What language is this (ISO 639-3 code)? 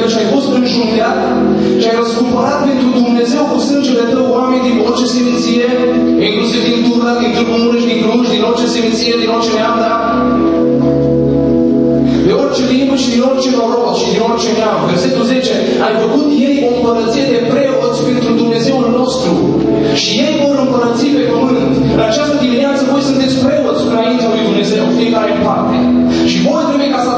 ron